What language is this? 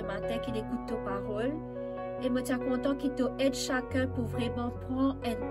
Morisyen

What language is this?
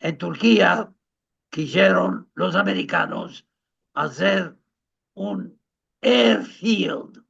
Ladino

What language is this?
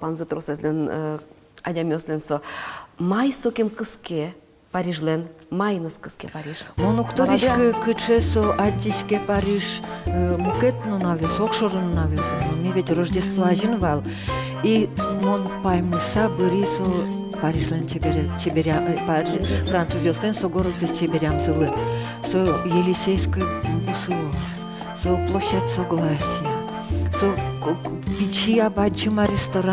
Udmurt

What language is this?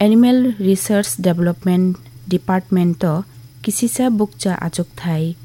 Kok Borok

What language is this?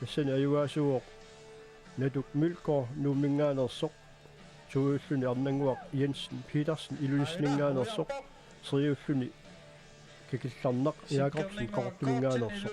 Kalaallisut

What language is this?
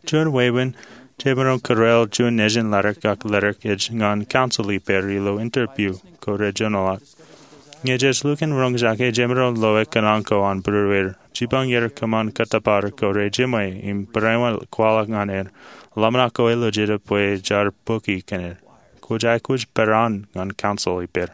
Marshallese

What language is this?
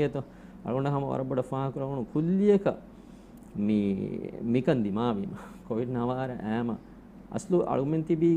Divehi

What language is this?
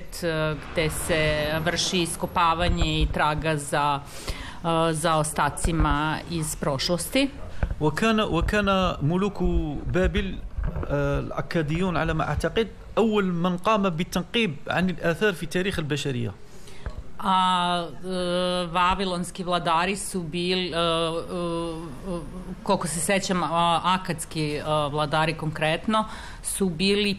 Serbian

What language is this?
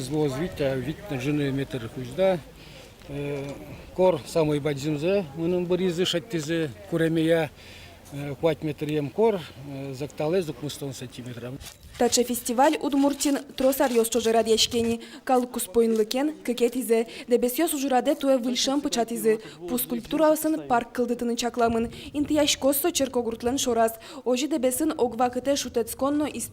Udmurt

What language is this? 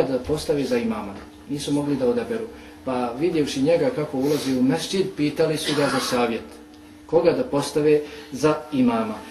Bosnian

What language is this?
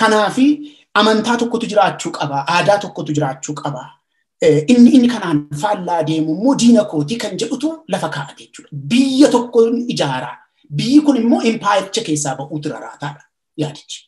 Oromo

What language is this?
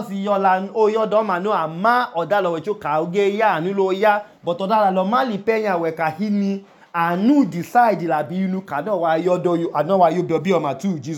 Idoma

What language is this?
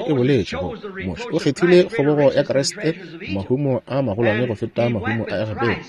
Northern Sotho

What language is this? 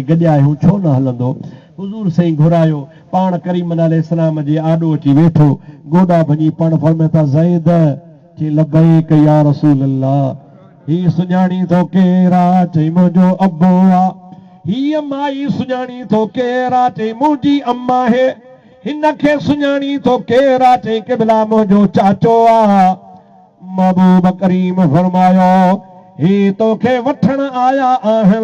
Sindhi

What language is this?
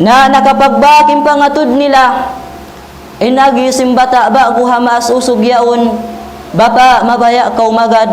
Tausug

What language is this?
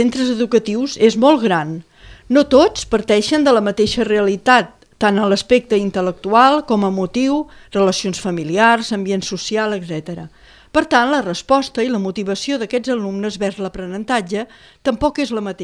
Catalan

